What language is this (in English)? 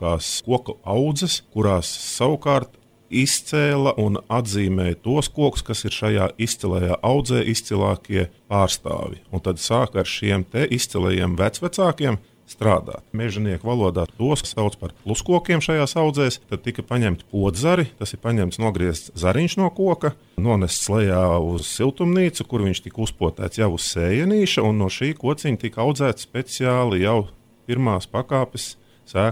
Latvian